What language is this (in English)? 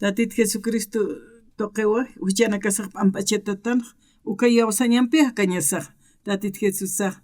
Aymara